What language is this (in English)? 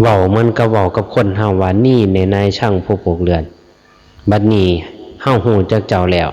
Northeastern Thai